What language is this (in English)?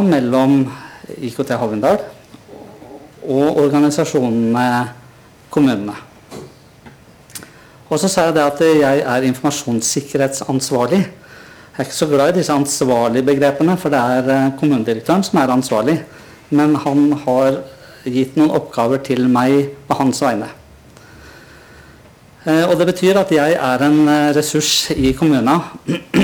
Norwegian